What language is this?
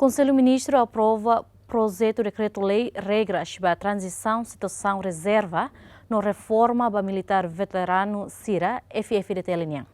Tetum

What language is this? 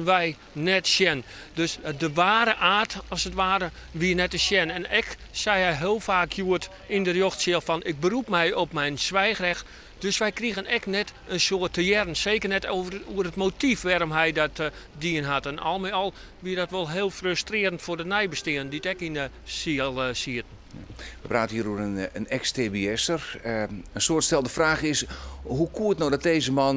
Western Frisian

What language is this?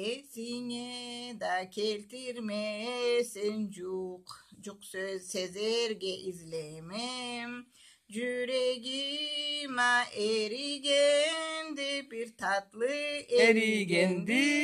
Karachay-Balkar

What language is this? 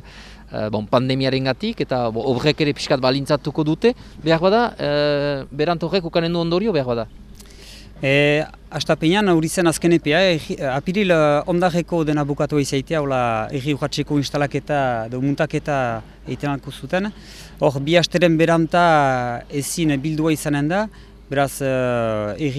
Basque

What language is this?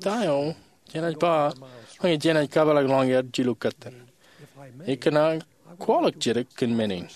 Marshallese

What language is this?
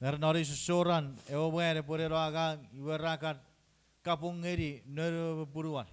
Chuukese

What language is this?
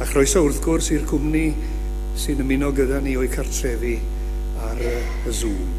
Welsh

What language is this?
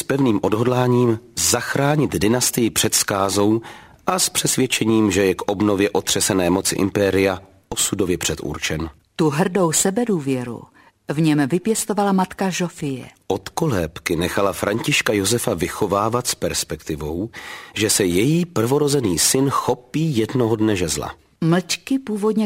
Czech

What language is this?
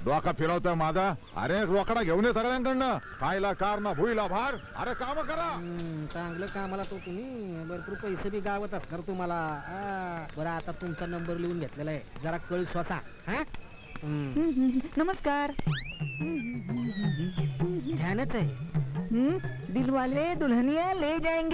Marathi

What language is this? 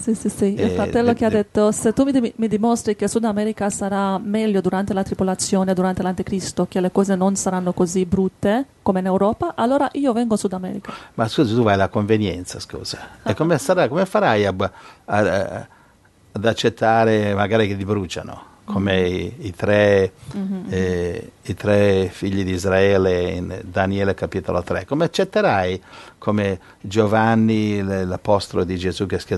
Italian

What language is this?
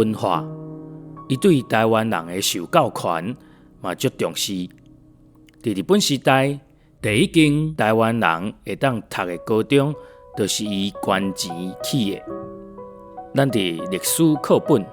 Min Nan Chinese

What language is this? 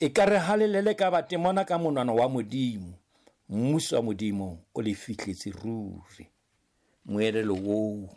Southern Sotho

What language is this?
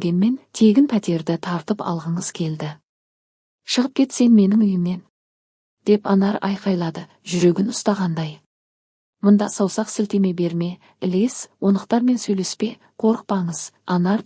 Kazakh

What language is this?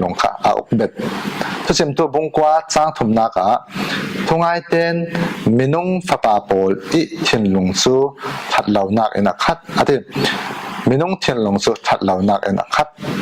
Falam Chin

